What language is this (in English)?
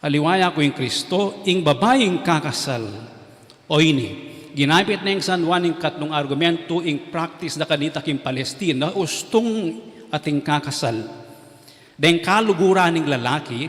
Pampanga